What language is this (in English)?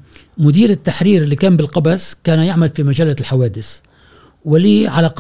Gulf Arabic